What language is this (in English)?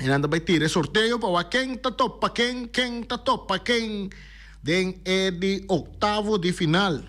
Papiamento